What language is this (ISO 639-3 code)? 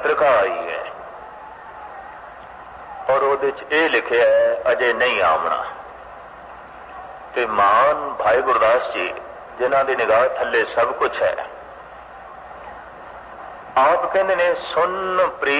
pan